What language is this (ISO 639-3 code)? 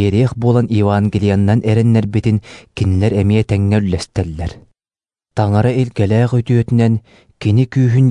sah